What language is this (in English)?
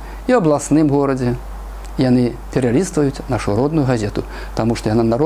Belarusian